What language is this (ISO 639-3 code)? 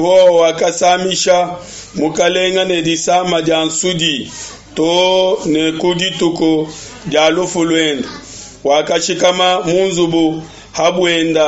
lua